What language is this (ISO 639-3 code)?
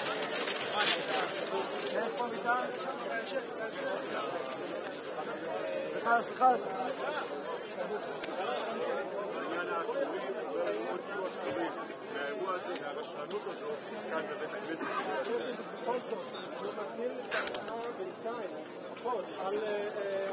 heb